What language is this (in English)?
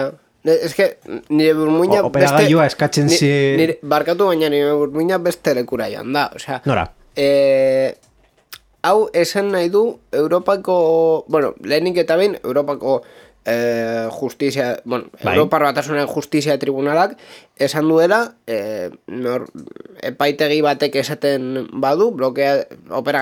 Basque